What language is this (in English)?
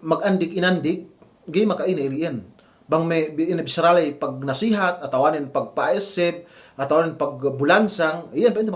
Yakan